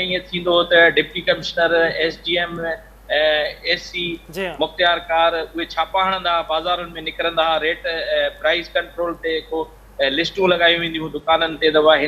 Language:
Sindhi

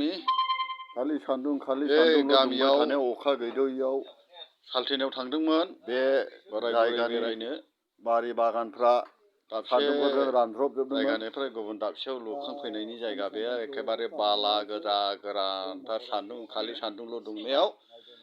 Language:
Bodo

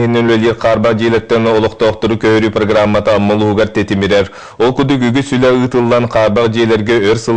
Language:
Yakut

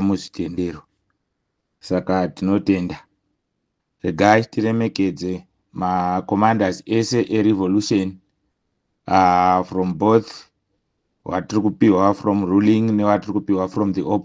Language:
Shona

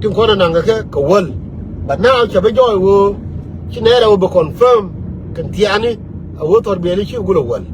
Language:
Nuer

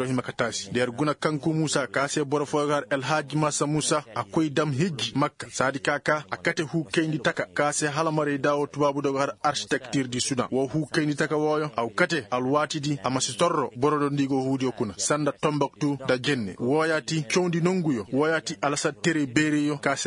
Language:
Koyraboro Senni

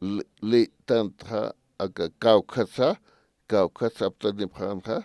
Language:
Aymara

